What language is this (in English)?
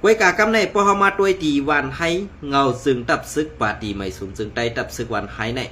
Shan